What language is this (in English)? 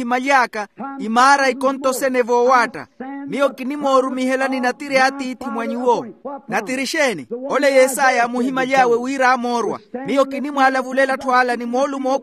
Makhuwa